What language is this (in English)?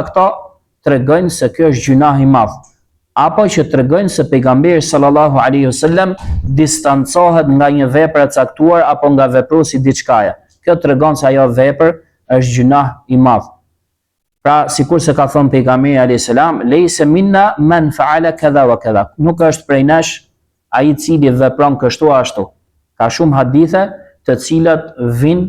Albanian